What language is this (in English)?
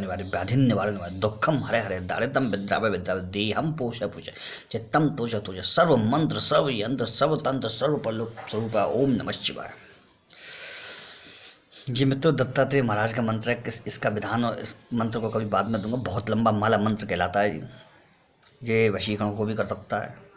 Hindi